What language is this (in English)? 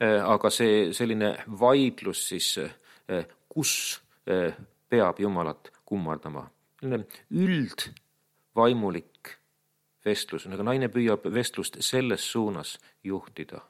Estonian